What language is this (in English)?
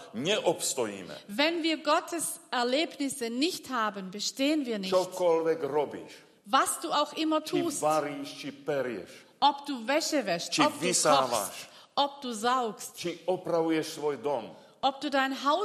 Slovak